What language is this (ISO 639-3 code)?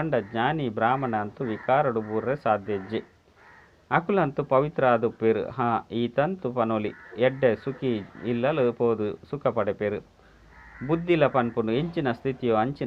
tcy